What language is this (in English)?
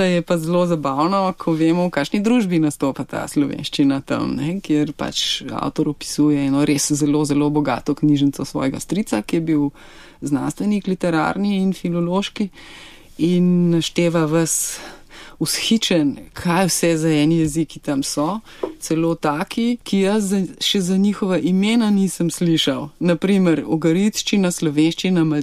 Slovenian